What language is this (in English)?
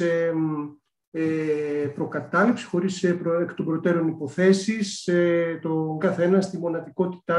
Greek